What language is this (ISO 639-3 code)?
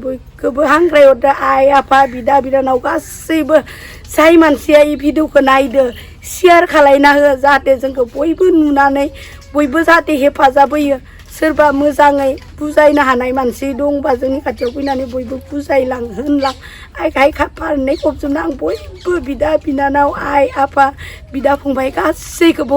brx